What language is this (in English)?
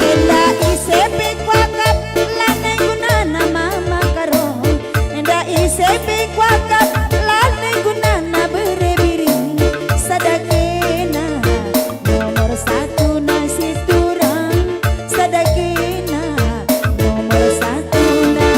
Batak Karo